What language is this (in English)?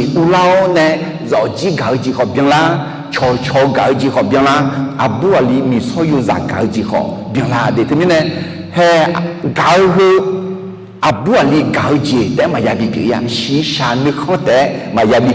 Akha